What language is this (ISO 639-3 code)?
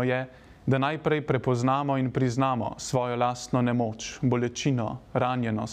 slv